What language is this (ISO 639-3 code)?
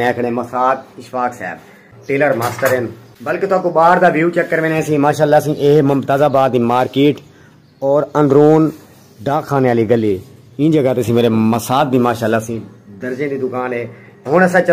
skr